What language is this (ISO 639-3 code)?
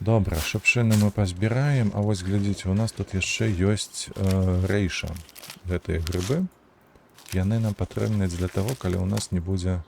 bel